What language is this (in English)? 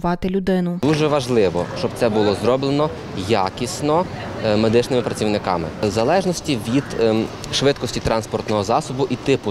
Ukrainian